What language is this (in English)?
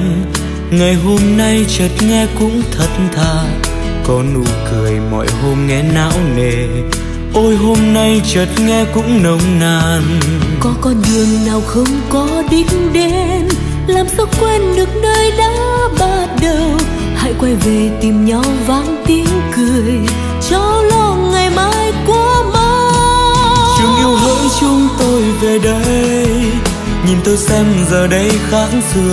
Vietnamese